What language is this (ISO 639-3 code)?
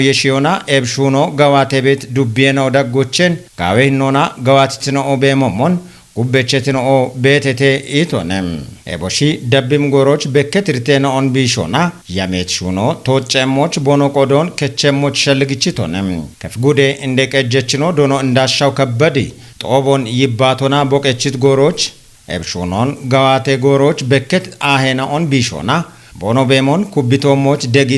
kbr